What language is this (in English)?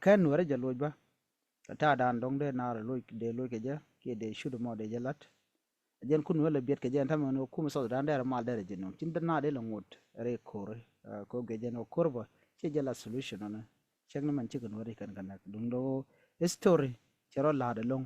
Nuer